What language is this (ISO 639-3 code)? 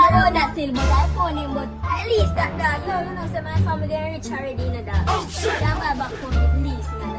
jam